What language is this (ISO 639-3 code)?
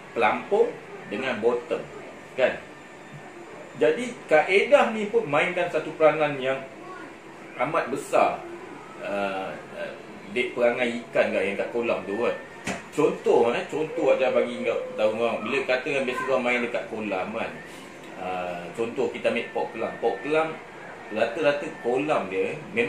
msa